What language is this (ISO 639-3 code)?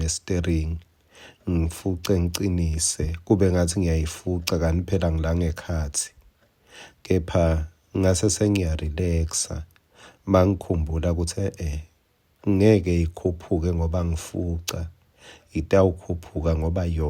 ssw